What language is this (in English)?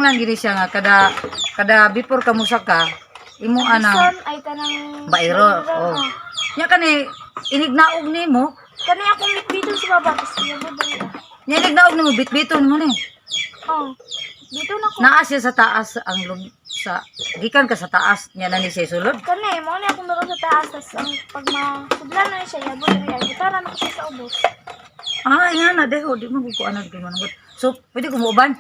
Cebuano